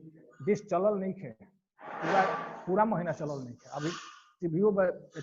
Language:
Bhojpuri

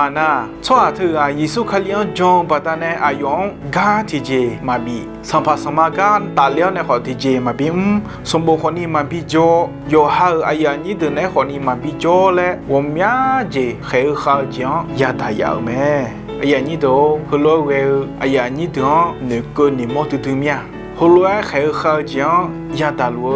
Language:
Akha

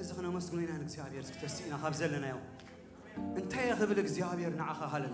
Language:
Tigrinya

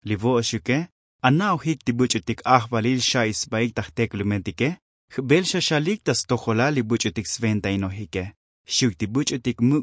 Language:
Tzotzil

